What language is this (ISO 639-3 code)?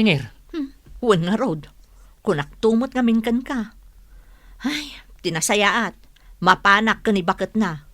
ilo